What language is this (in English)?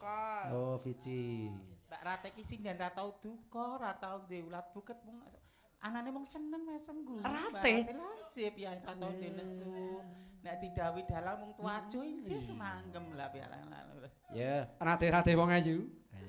Javanese